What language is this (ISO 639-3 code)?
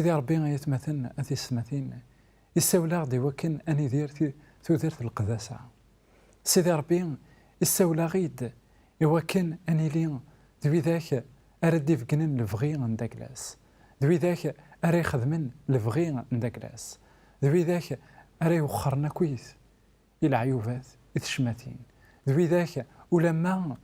kab